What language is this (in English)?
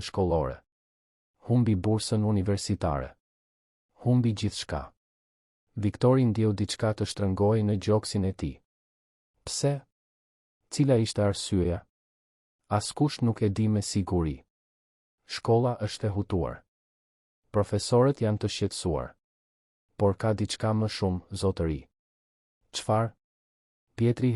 Albanian